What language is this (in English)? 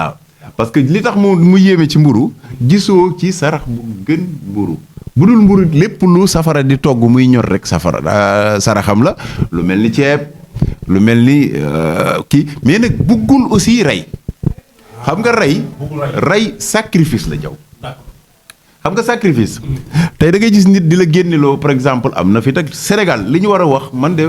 Wolof